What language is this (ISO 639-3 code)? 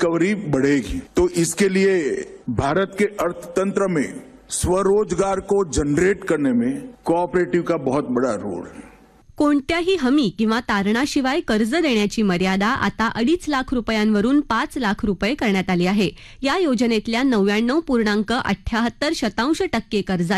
mar